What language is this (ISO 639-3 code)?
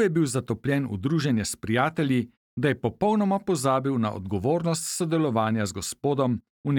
slv